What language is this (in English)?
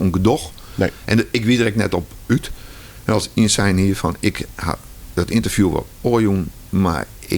Western Frisian